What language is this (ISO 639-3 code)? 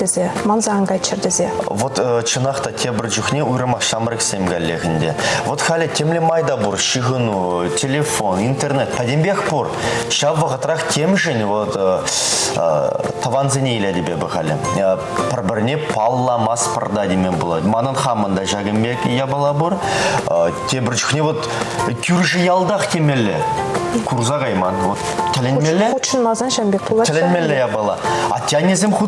chv